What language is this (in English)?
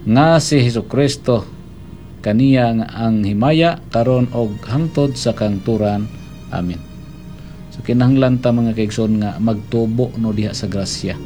Cebuano